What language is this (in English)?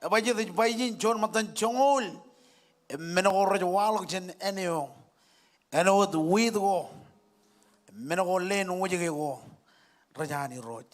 Marshallese